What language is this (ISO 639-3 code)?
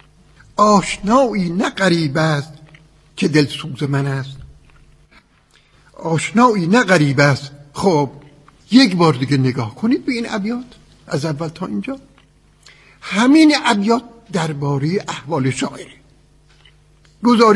fas